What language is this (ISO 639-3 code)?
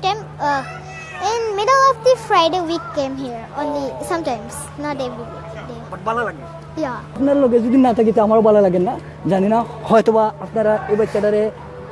syl